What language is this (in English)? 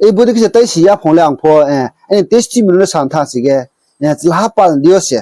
Riang (India)